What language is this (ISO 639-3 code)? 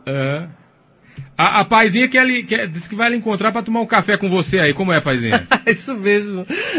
por